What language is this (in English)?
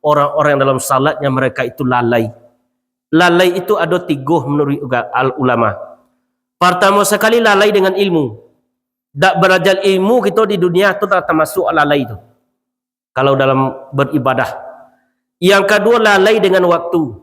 Minangkabau